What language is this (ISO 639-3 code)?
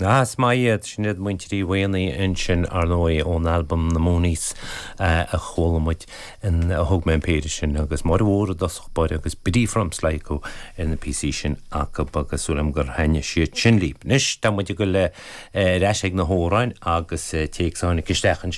gle